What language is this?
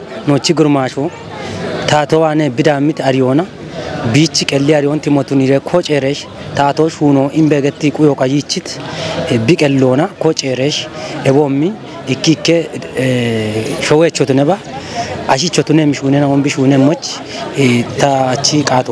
Kafa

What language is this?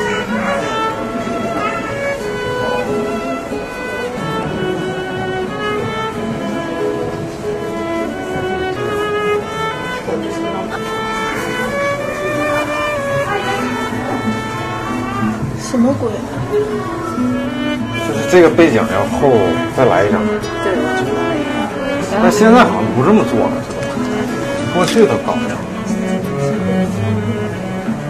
Chinese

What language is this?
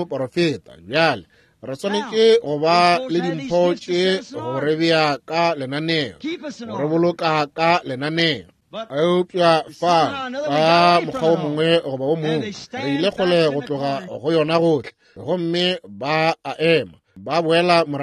Northern Sotho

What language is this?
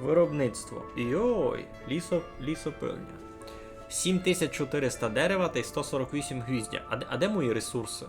Rusyn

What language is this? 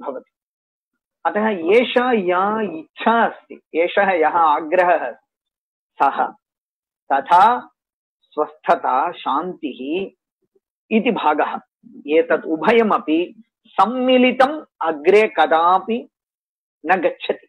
Sanskrit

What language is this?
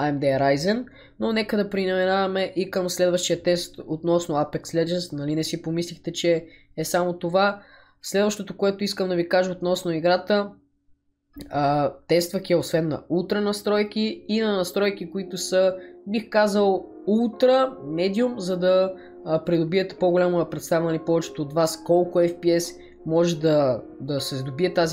Bulgarian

